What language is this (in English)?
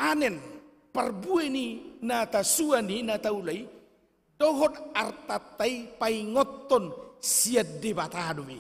Batak Toba